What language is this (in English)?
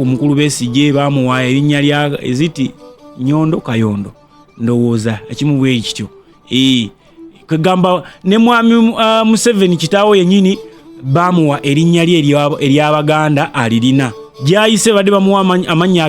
Ganda